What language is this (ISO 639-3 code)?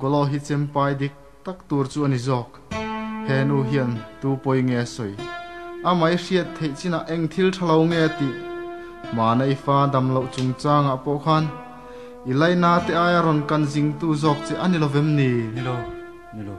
cnh